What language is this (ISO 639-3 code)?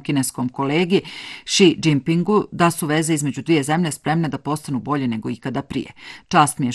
bos